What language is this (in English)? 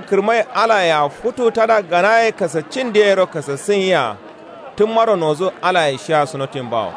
Kanuri